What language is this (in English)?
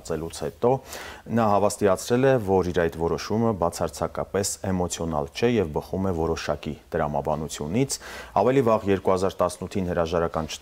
Armenian